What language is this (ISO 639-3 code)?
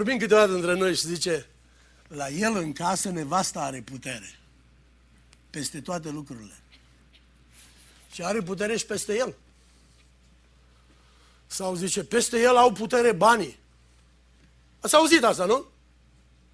ron